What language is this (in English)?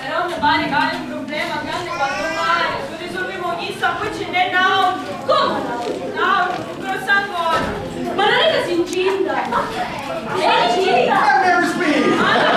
Sicilian